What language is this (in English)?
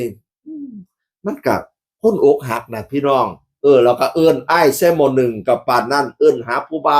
Northeastern Thai